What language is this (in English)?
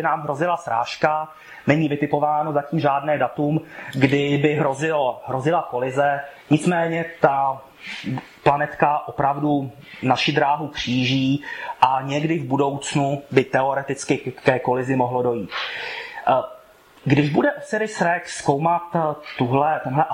Czech